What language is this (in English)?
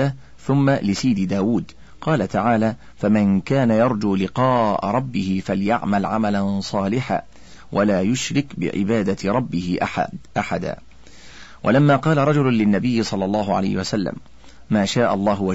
Arabic